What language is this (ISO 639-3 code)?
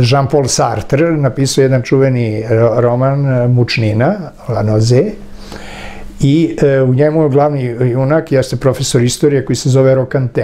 srp